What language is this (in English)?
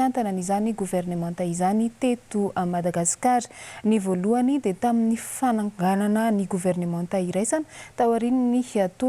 Malagasy